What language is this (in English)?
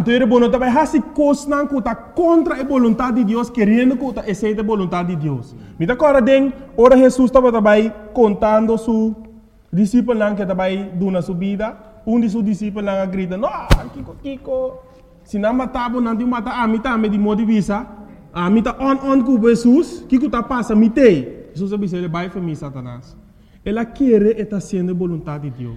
Papiamento